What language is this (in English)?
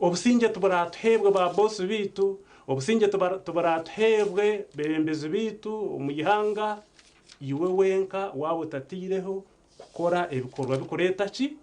Nyankole